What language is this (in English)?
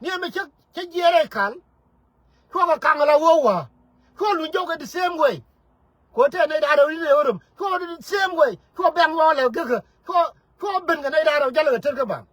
Nuer